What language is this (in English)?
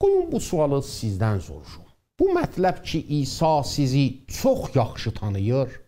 South Azerbaijani